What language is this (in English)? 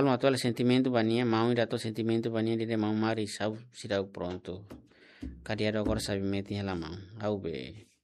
Tetum